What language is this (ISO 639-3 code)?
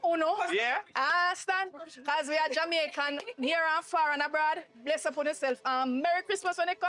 jam